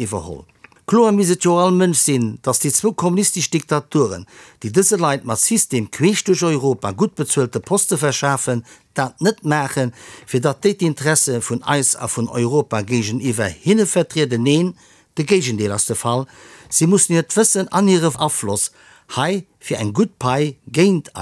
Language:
Luxembourgish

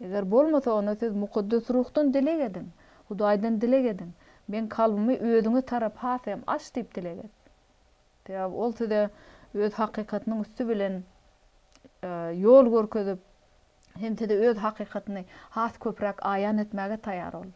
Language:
Turkmen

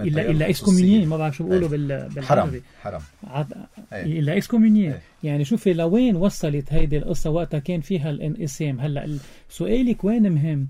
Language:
North Levantine Arabic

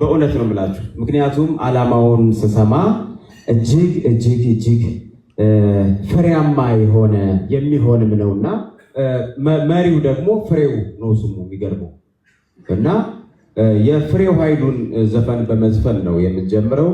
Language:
Amharic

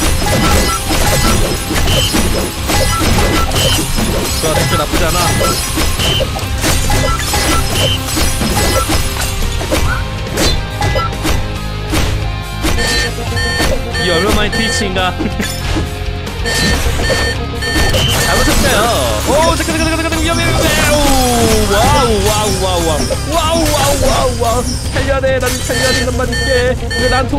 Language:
Korean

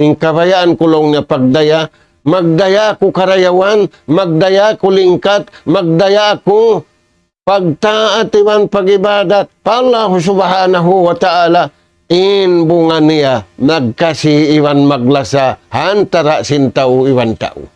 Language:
Tausug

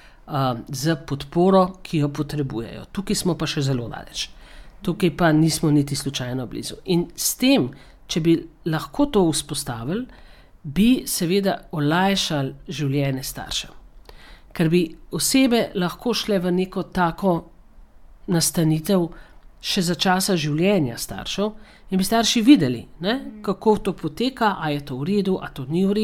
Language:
Slovenian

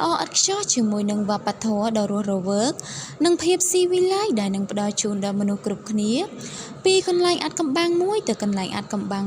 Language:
Khmer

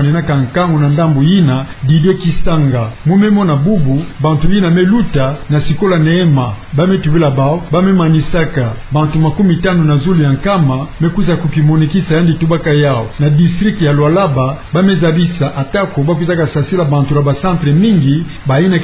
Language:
Kituba (Democratic Republic of Congo)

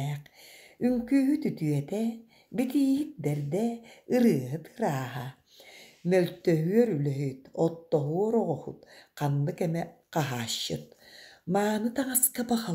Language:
Yakut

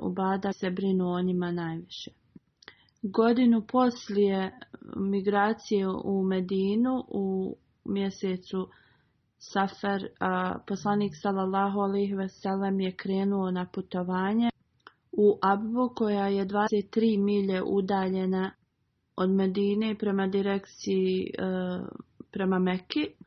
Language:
Bosnian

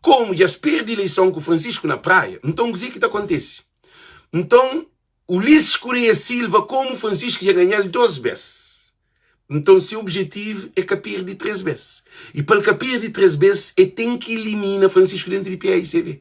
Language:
Kabuverdianu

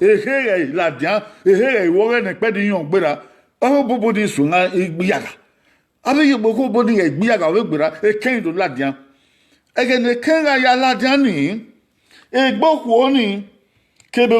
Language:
Bini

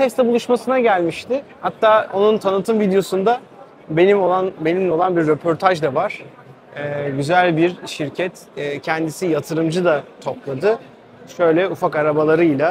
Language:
Turkish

